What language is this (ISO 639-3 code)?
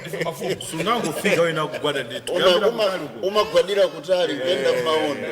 nya